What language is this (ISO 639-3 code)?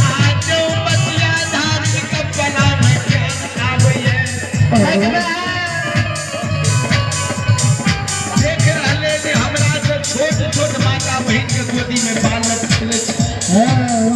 mai